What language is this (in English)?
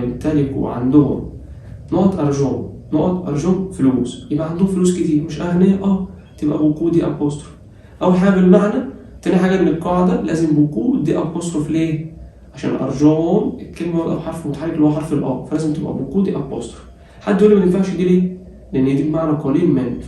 Egyptian Arabic